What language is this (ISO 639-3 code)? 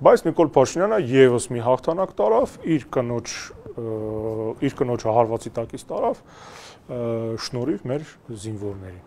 hye